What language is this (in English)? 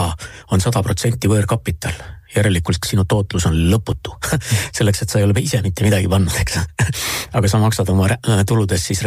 Estonian